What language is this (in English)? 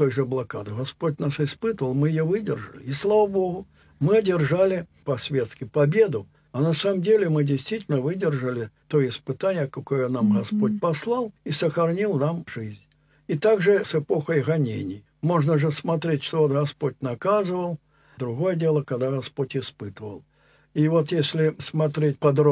Russian